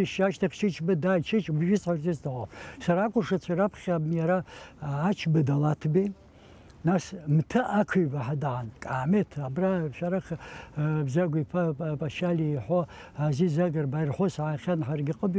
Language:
Abkhazian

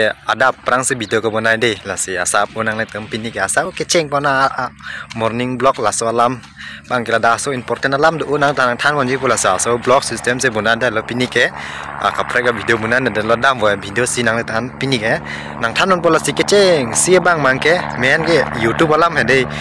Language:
Karbi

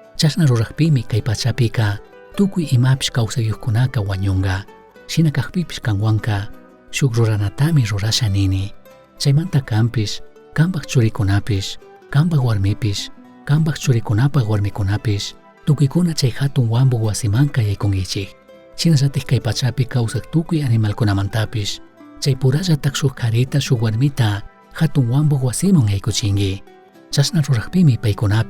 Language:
Chimborazo Highland Quichua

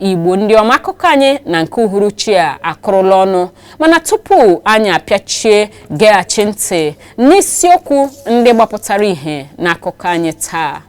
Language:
Igbo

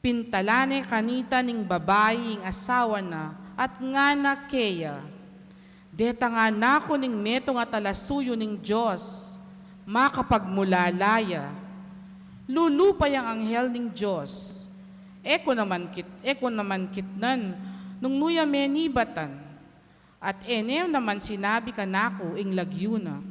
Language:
Pampanga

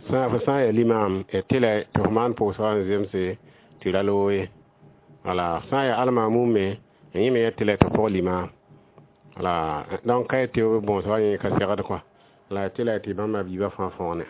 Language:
Mossi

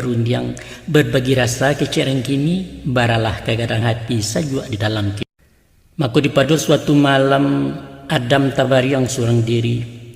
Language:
Minangkabau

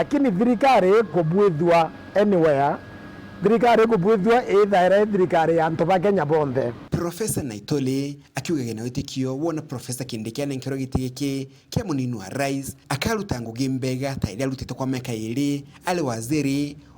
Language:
Meru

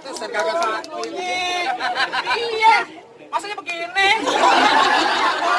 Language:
Betawi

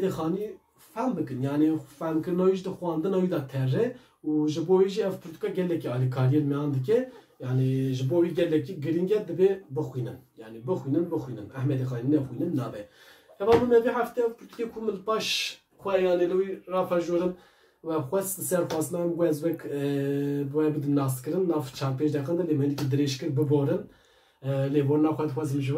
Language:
Kurdish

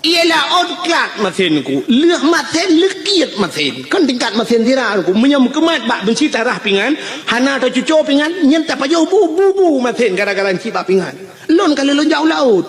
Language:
Achinese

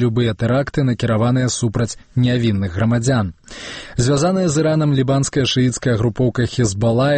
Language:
Belarusian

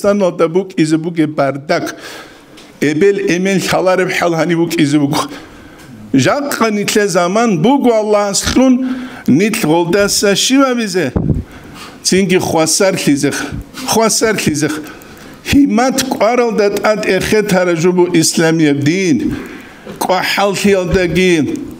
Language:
Avaric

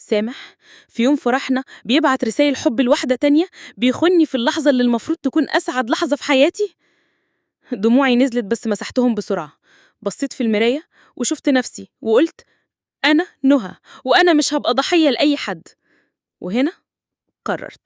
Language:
Egyptian Arabic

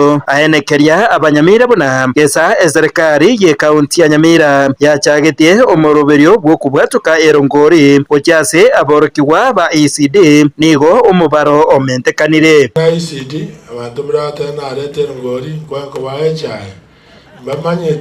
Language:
Gusii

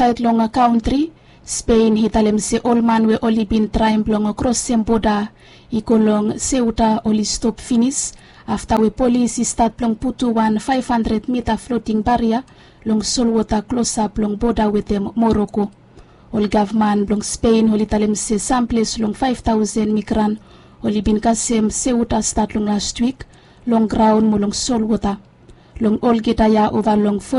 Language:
Bislama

